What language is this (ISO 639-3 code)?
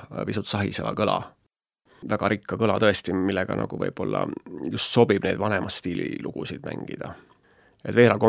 est